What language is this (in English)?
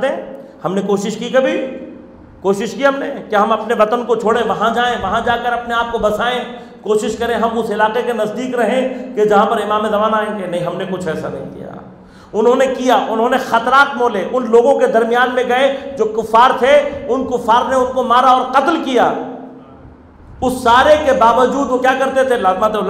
Urdu